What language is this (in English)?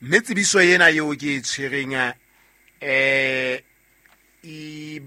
Southern Sotho